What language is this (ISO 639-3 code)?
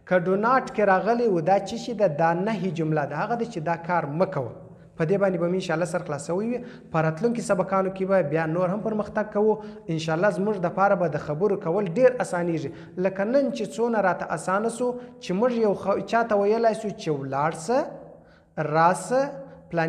pus